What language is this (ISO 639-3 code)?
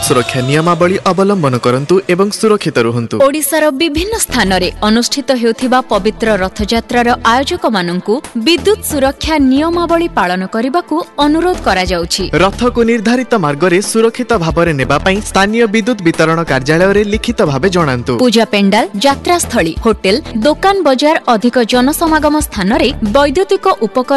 ori